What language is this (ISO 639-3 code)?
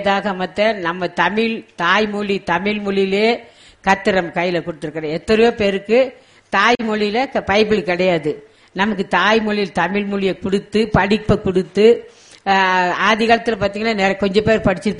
tam